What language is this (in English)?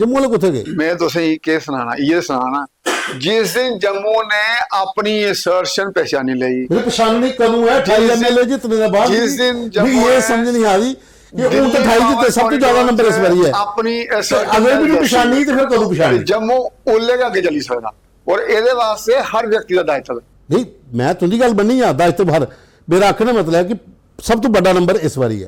Dogri